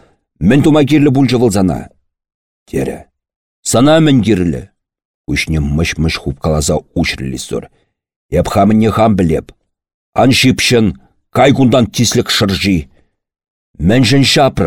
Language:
Chuvash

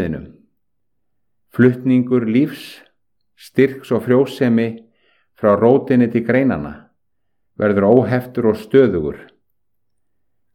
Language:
Icelandic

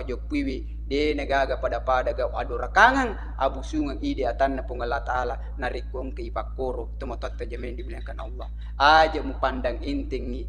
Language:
Buginese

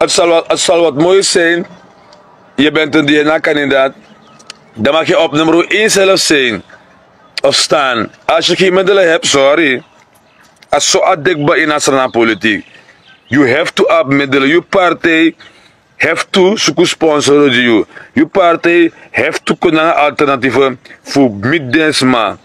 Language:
Sranan Tongo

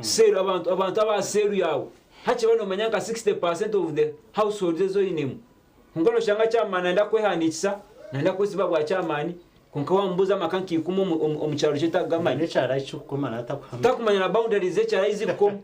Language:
Nyankole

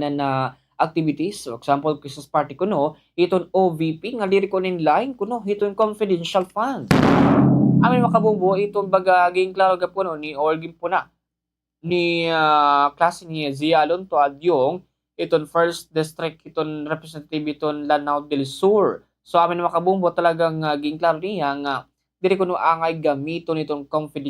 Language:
Waray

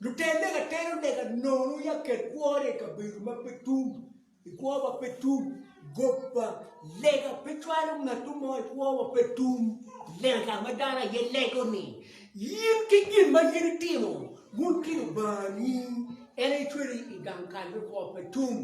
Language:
Acoli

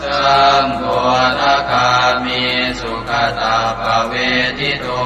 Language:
Pali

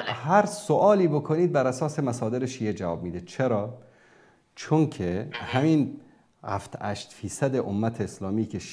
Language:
Persian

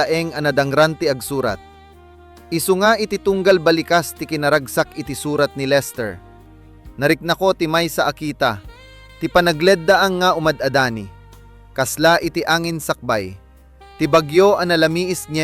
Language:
Iloko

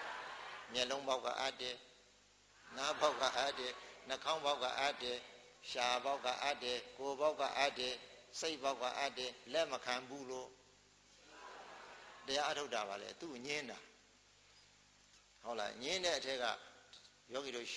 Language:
Burmese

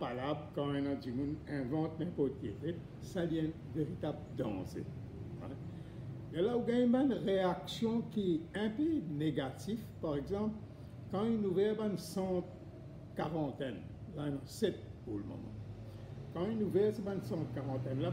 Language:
Morisyen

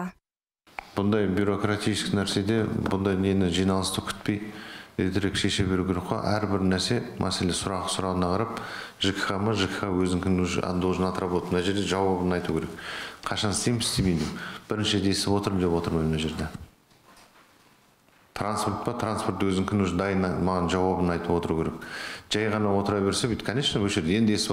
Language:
Kazakh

